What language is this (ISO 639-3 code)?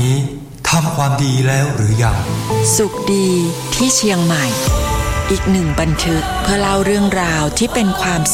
tha